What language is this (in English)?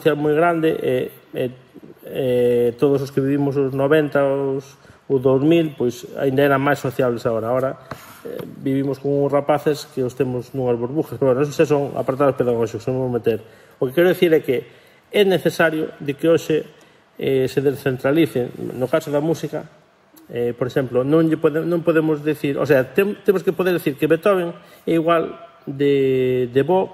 Galician